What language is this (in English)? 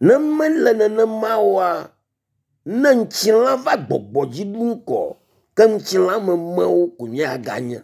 Ewe